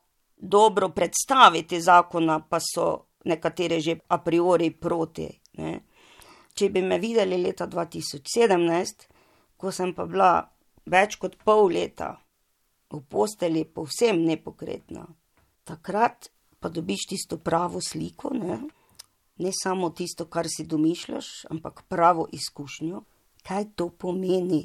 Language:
Slovenian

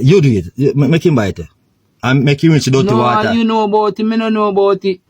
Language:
Jamaican Creole English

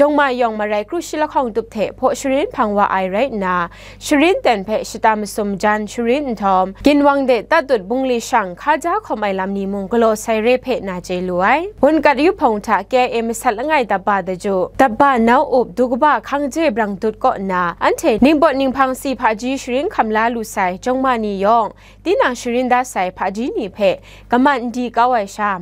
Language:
Kachin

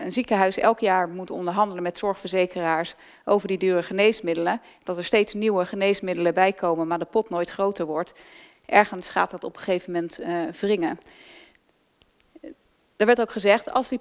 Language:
Dutch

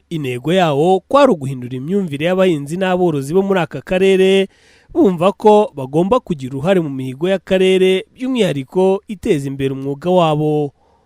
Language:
Kinyarwanda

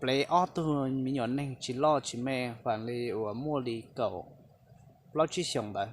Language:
Hmong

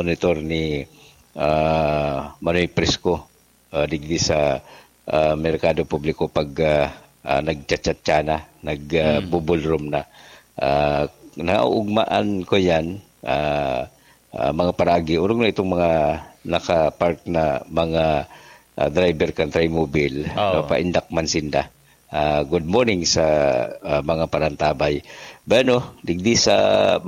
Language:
Bikol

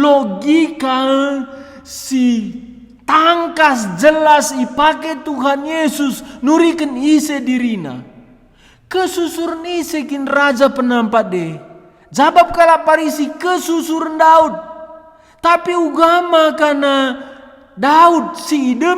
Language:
Batak Karo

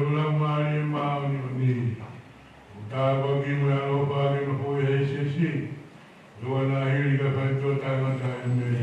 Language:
Tongan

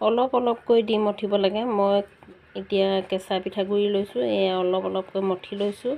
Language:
Assamese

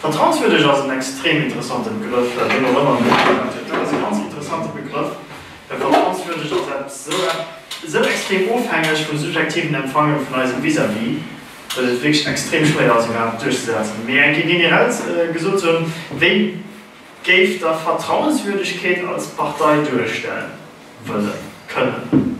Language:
Luxembourgish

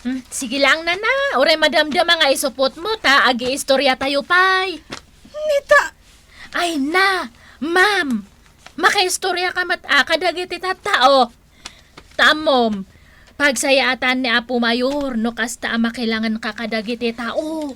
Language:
Iloko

